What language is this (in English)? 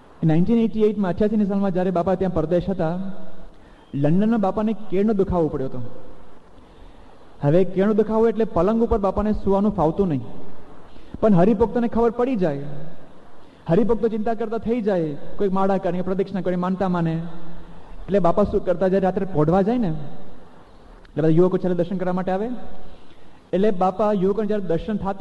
Gujarati